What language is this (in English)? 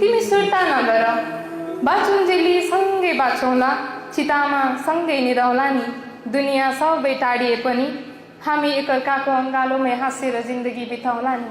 Nepali